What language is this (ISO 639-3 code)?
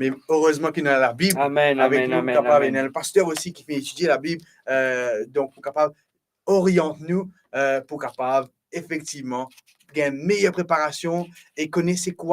mfe